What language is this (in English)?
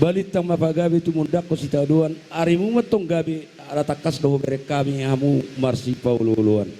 Batak Toba